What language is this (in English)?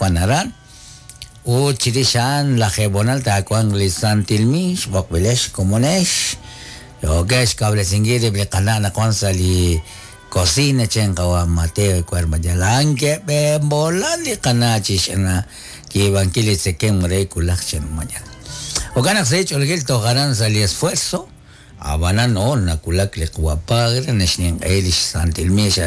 Kekchí